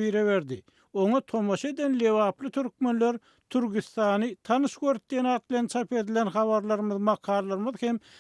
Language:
Turkmen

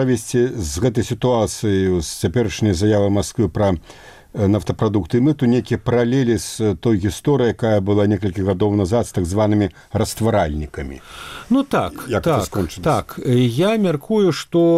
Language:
Belarusian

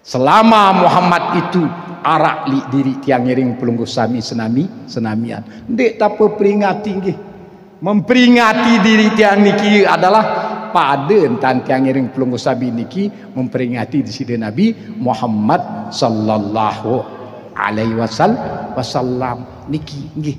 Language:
Sasak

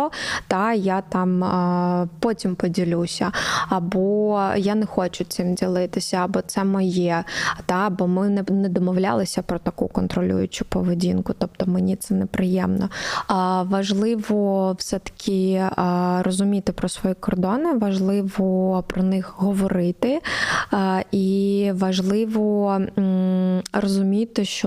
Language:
Ukrainian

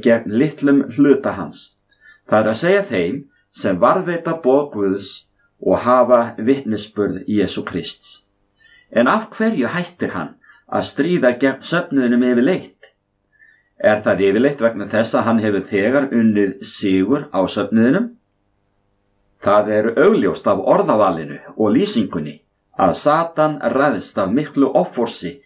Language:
Icelandic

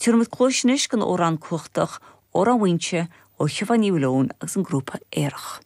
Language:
Irish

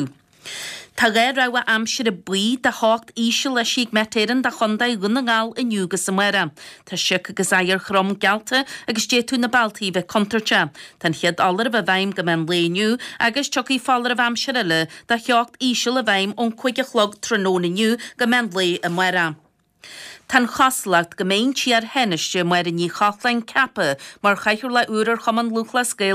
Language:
Irish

